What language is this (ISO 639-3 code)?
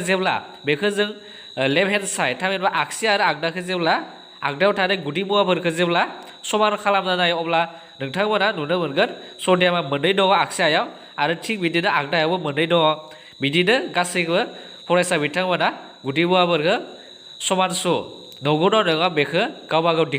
brx